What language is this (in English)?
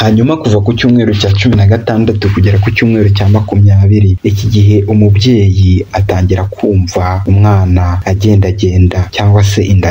Kinyarwanda